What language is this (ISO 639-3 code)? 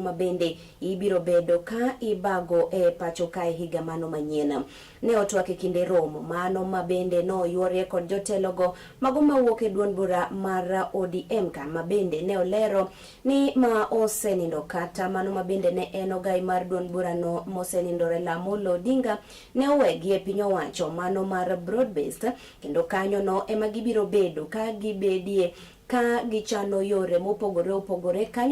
luo